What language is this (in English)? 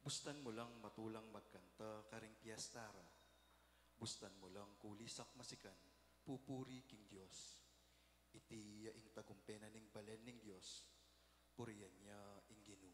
Pampanga